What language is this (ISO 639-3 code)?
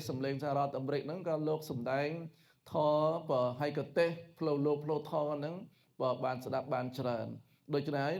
khm